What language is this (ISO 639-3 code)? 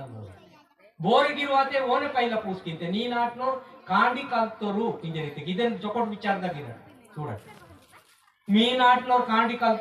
esg